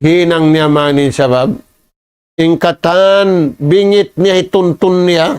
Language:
Tausug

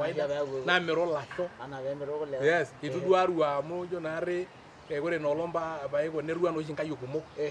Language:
Masai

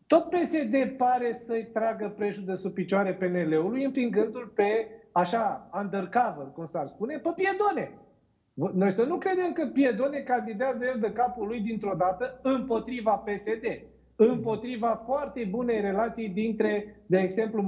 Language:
Romanian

